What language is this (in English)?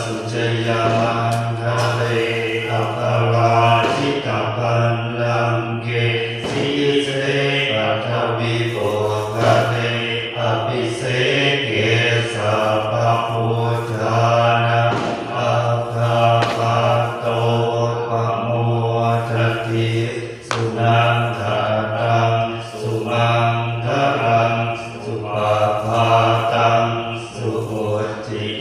Pali